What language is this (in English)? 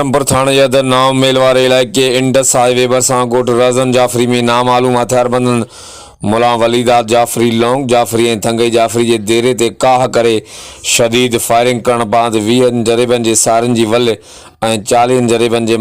Sindhi